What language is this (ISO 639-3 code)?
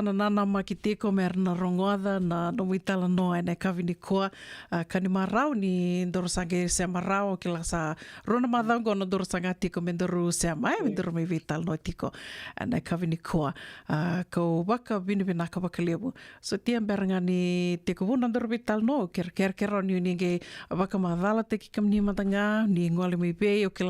fij